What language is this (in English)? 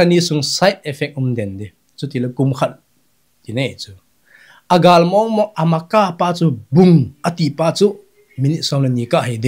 Thado Chin